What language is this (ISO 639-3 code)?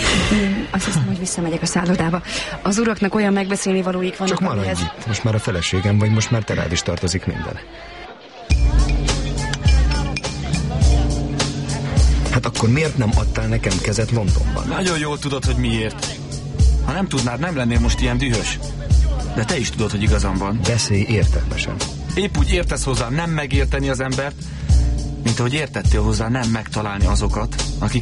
hun